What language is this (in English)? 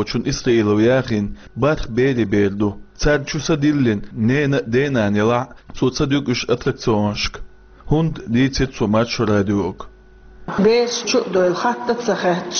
Chechen